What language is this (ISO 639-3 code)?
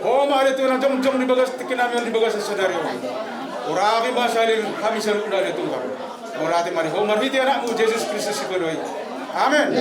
bbc